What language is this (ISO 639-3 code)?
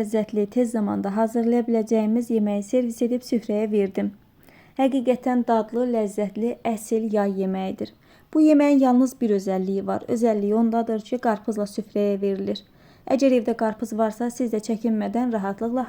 aze